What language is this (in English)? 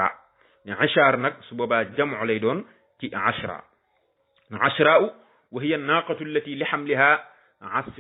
Wolof